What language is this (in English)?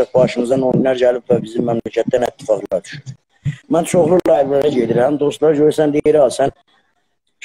South Azerbaijani